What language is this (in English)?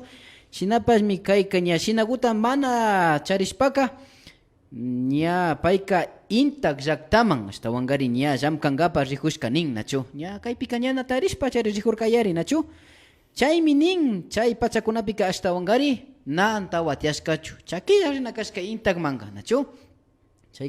Imbabura Highland Quichua